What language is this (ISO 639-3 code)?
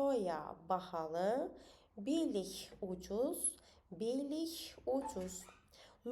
aze